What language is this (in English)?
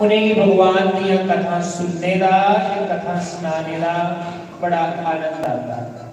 Dogri